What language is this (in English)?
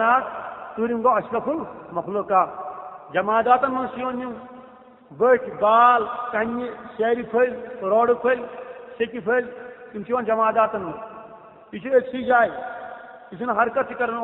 Kashmiri